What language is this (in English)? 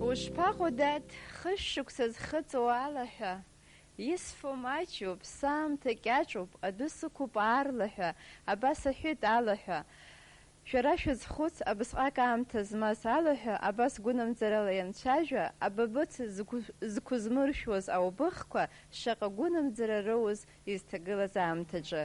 Abkhazian